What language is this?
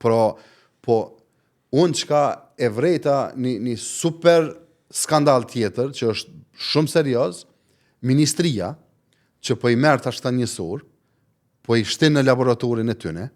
Albanian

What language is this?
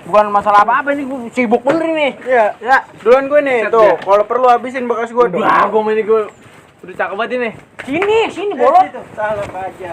Betawi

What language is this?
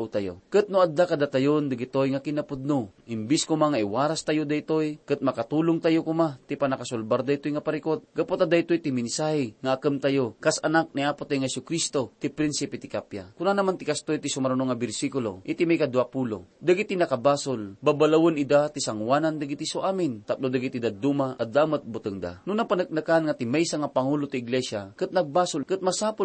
Iloko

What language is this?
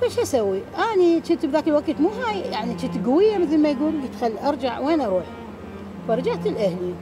Mesopotamian Arabic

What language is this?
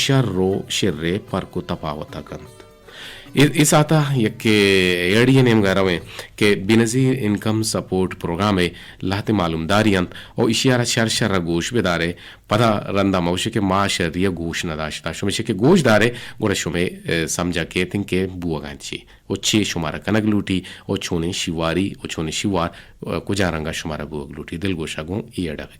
Eastern Balochi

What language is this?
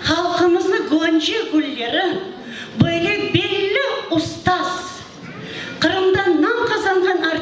Crimean Tatar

